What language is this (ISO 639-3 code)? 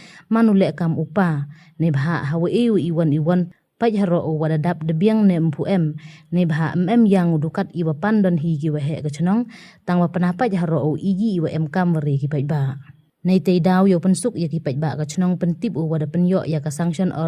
pbv